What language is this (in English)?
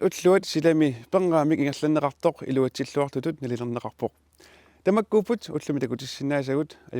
Kalaallisut